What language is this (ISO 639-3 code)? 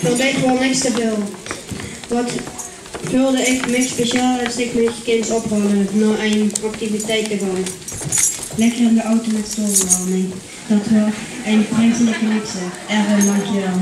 lim